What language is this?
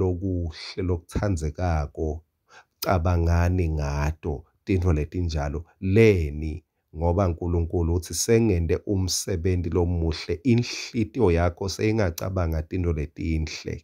Swati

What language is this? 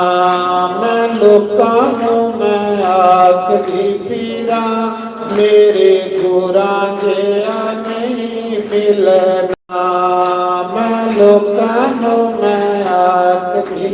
Dogri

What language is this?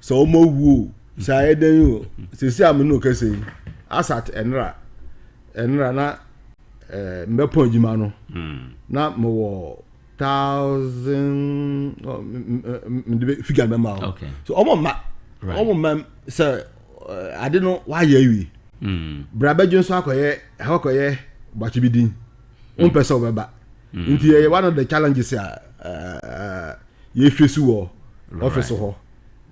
Akan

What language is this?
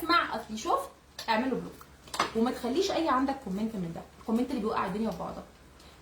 Egyptian Arabic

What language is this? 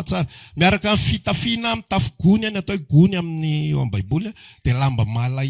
Malagasy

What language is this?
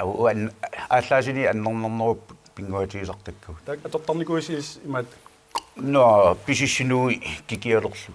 Kalaallisut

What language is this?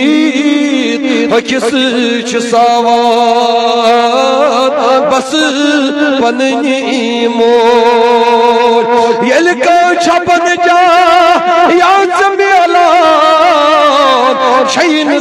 Kashmiri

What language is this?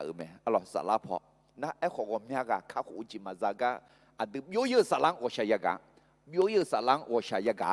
Akha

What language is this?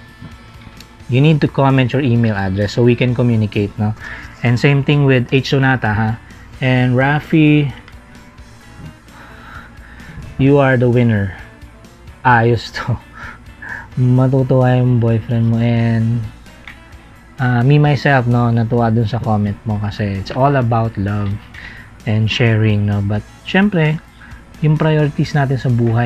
Filipino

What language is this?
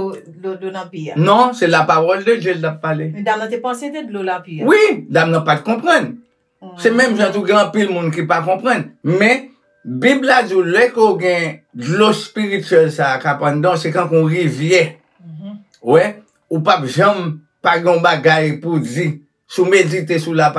Haitian Creole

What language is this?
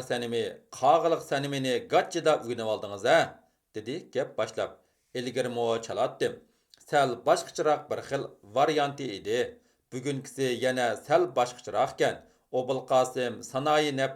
Uyghur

